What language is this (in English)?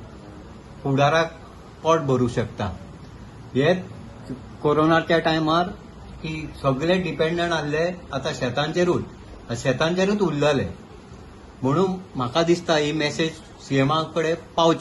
Konkani